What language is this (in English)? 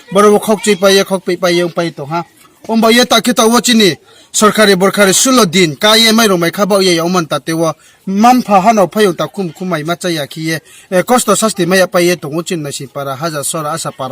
Riang (India)